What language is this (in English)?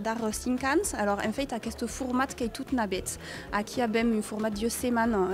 Occitan